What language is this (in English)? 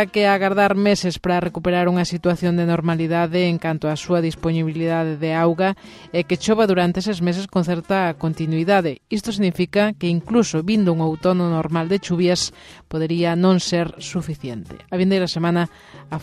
Galician